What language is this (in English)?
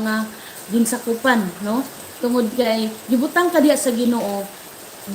Cebuano